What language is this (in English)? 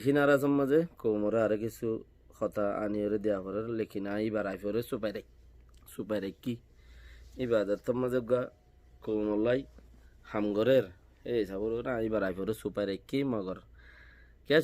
Rohingya